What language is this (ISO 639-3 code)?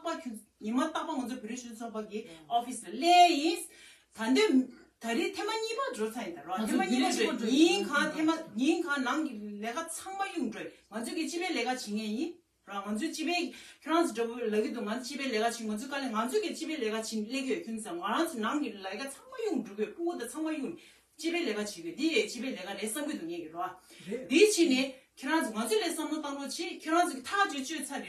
bod